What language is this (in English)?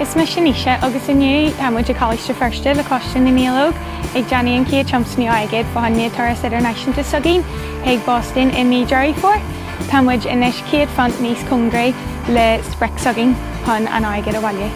Irish